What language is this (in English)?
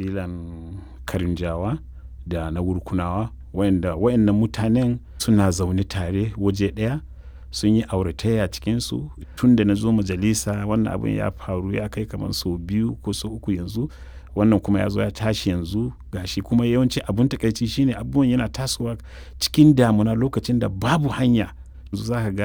Hausa